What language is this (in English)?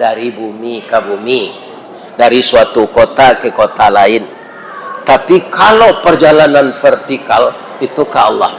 Minangkabau